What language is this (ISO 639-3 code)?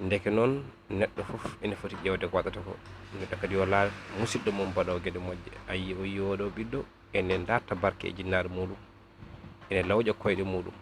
ful